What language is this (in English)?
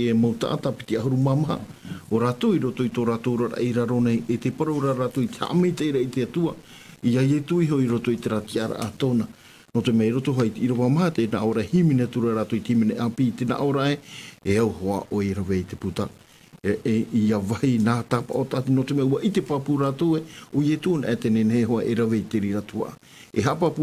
Tahitian